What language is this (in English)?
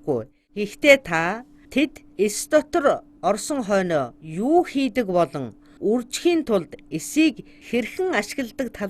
Mongolian